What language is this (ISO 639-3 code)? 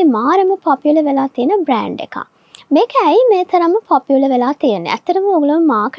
sin